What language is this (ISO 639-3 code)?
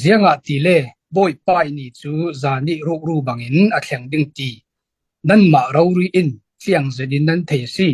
cfm